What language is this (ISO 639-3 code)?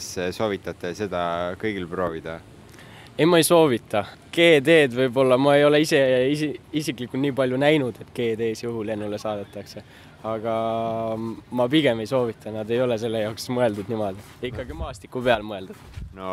est